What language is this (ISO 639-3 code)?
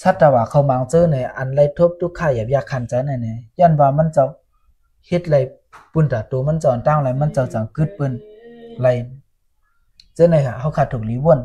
shn